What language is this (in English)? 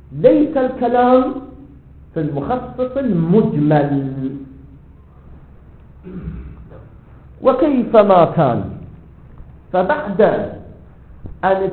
Arabic